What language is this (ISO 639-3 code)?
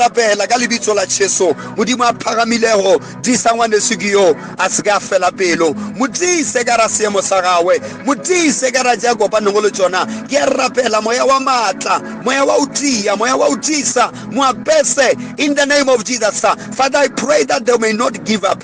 nso